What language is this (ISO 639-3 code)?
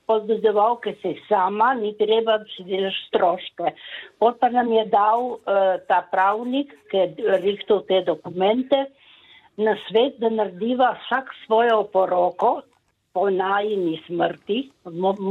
slv